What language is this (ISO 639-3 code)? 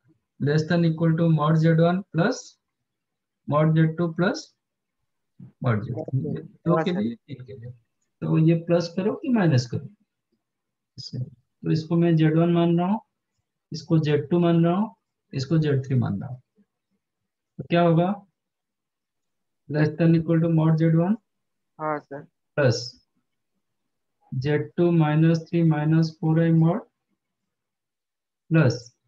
hin